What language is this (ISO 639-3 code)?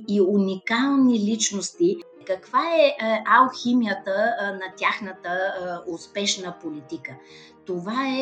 bul